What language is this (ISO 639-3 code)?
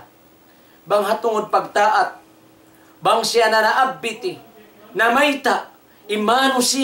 tsg